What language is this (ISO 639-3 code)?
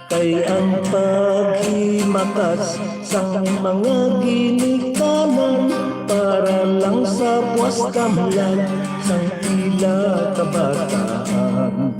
hil